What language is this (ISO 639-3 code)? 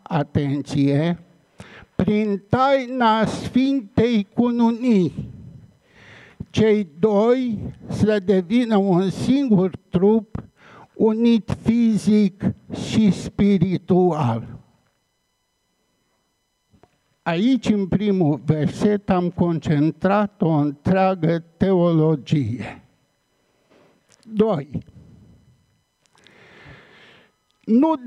ron